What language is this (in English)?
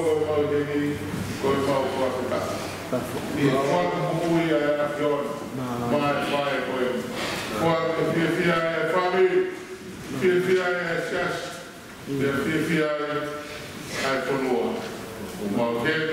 Tongan